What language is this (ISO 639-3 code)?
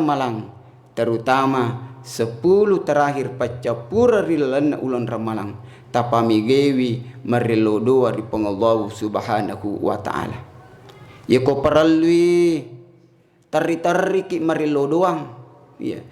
bug